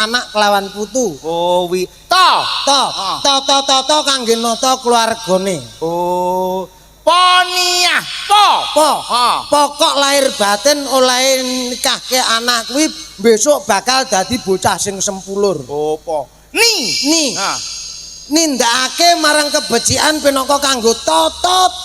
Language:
Javanese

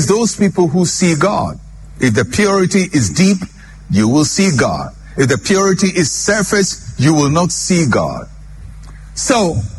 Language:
English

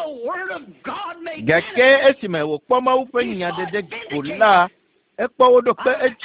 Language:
Ewe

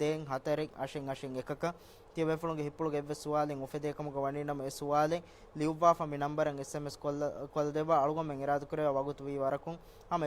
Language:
Divehi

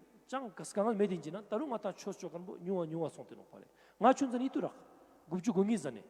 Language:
Ladakhi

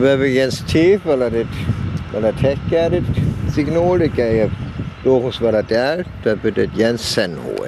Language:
Northern Frisian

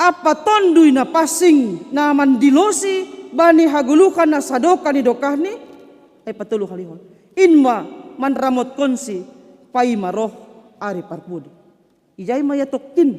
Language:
Batak Simalungun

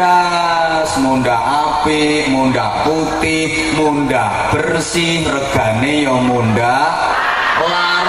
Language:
Javanese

